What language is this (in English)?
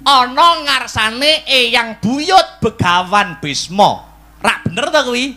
Javanese